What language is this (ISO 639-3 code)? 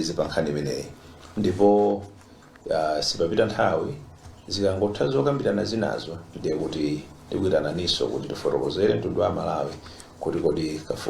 nya